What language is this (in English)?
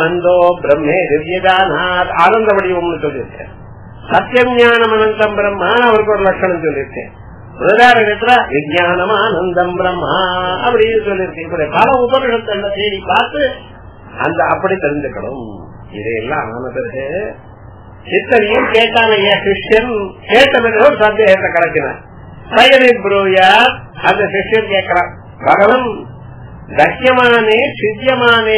Tamil